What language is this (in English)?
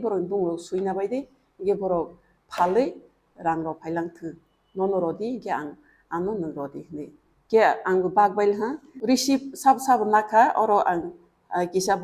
Kok Borok